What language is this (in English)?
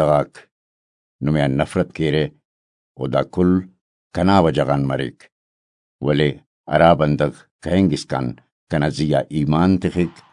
Brahui